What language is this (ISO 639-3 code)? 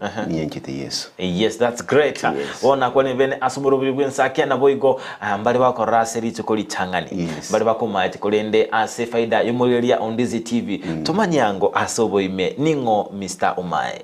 guz